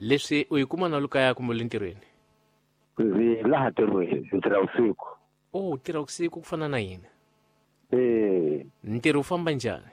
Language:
Tsonga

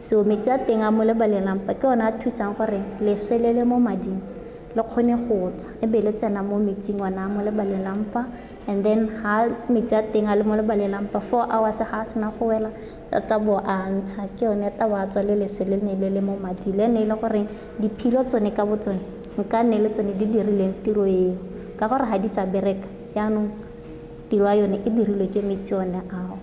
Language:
Tswana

